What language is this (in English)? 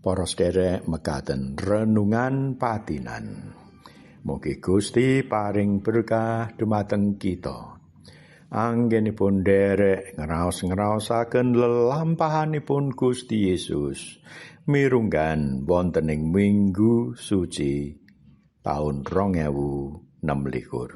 Javanese